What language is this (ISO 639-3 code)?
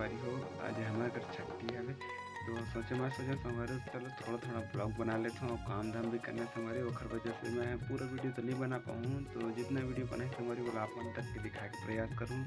hne